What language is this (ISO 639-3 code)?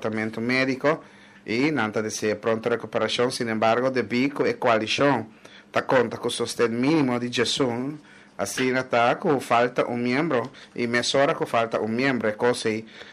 pap